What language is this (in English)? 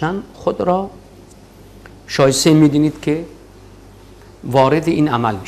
Persian